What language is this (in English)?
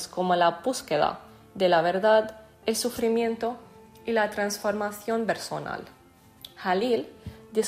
Catalan